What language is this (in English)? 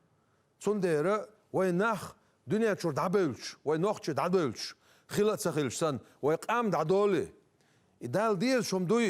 Chechen